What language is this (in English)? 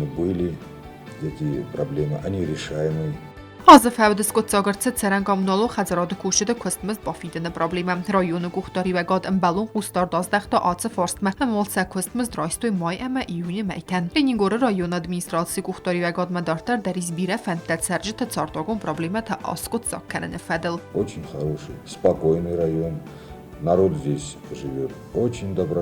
Ossetic